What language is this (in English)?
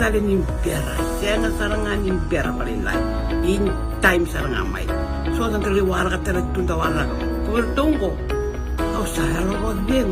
Fijian